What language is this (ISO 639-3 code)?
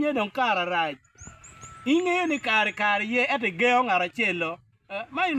ach